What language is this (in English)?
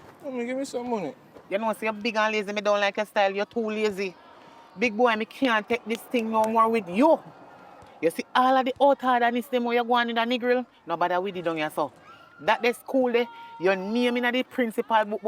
Jamaican Creole English